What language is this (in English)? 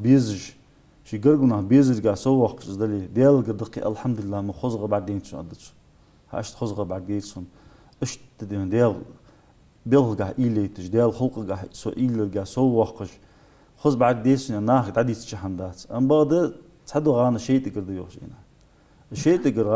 Ingush